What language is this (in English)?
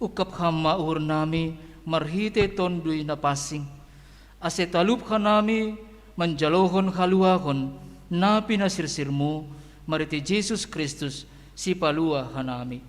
Batak Simalungun